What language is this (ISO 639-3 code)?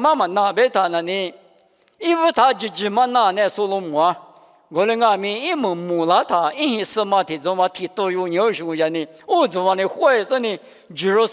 lis